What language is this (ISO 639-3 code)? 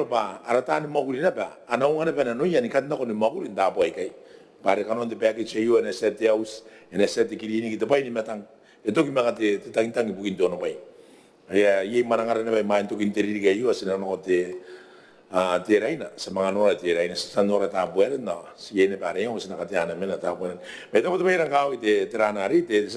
gil